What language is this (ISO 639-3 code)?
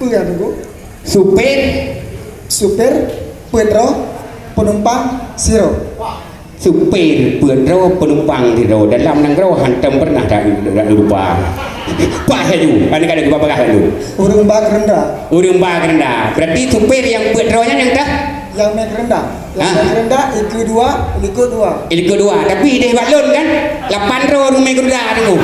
ace